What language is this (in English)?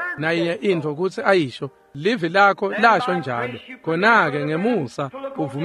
Swati